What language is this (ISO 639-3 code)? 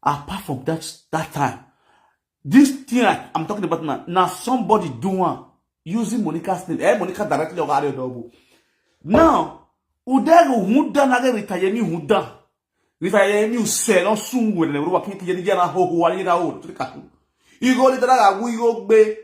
pcm